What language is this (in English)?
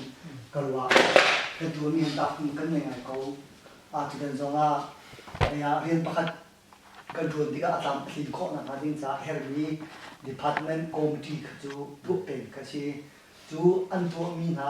Hakha Chin